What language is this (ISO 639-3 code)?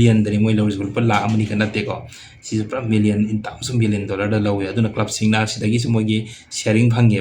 mni